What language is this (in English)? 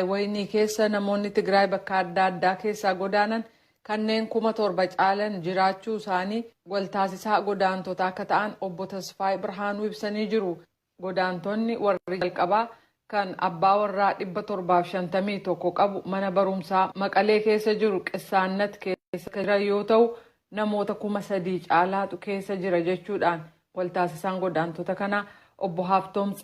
Oromo